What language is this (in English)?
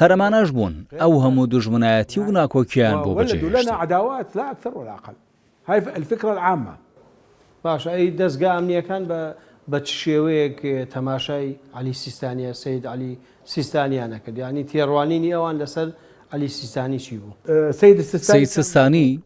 Central Kurdish